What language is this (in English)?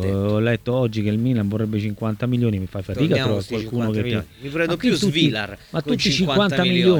Italian